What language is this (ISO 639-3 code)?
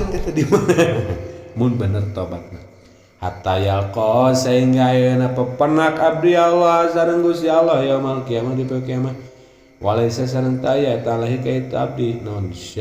sun